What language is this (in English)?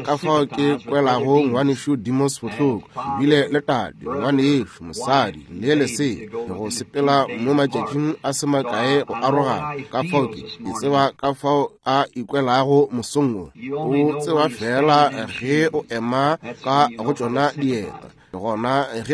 Northern Sotho